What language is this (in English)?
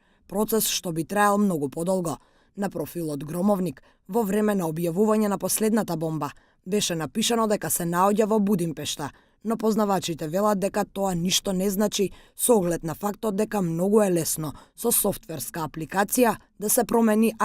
Macedonian